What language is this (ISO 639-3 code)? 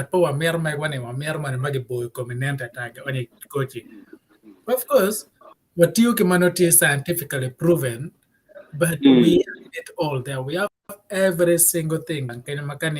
ach